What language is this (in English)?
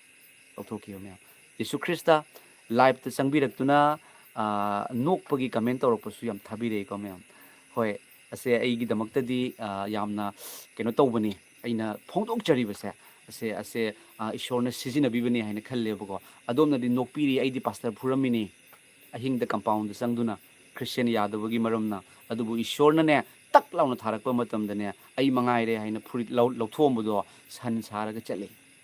Manipuri